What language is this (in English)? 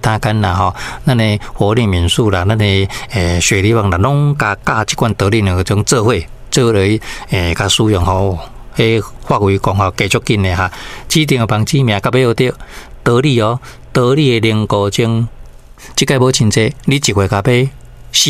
Min Nan Chinese